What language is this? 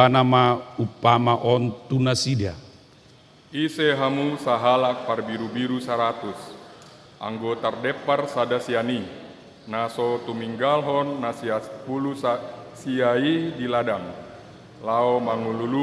Batak Toba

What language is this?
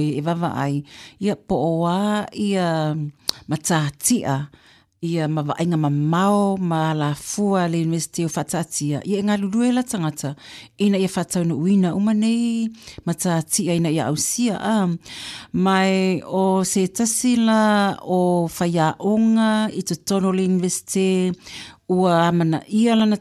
Samoan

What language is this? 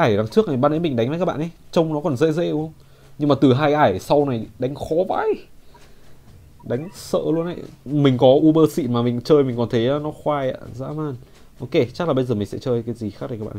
Vietnamese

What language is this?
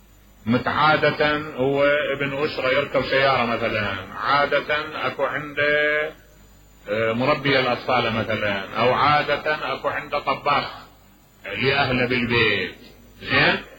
Mesopotamian Arabic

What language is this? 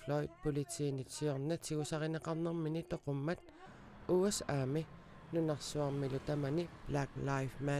Kalaallisut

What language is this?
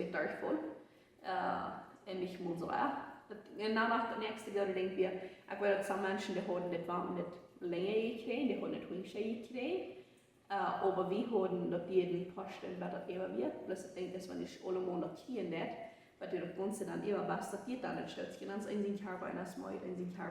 Plautdietsch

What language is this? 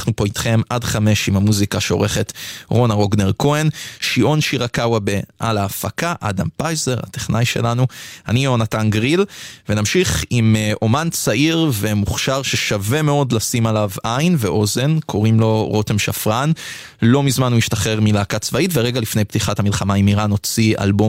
Hebrew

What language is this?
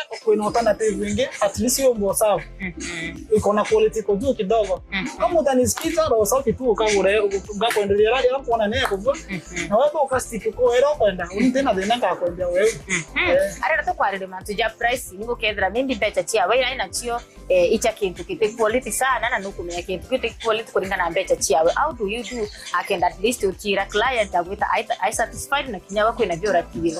Meru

